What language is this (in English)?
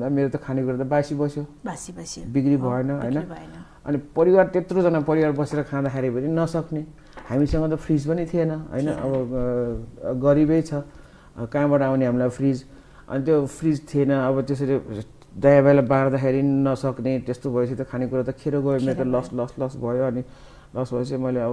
Nepali